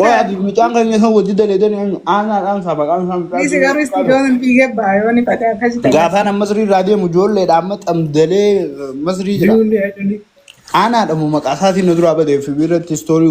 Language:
Oromo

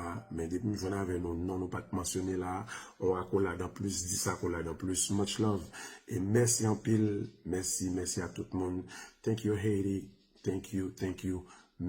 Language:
Haitian Creole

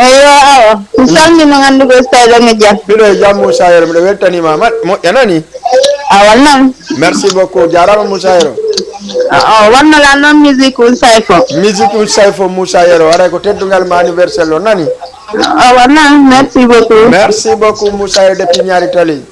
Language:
Fula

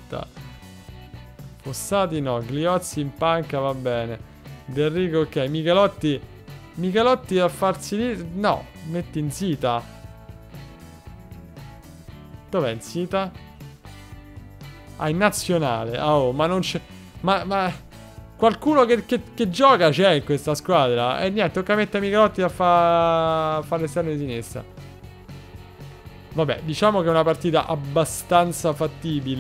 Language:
Italian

